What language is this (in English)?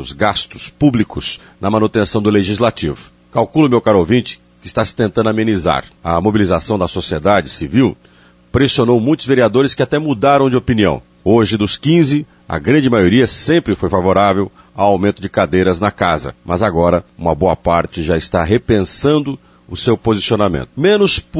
Portuguese